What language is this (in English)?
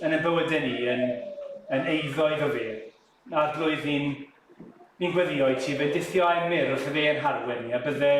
Welsh